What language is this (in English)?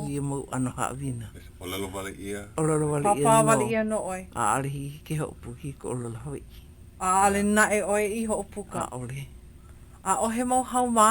Hawaiian